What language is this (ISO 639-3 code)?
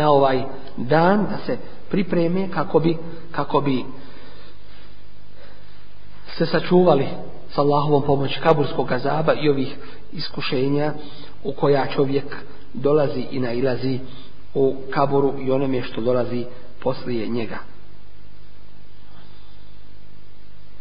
bos